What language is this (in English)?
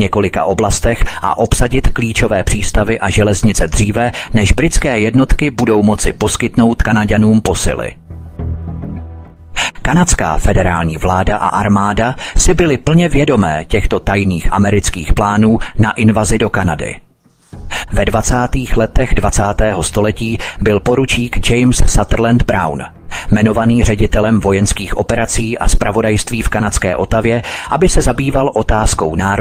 Czech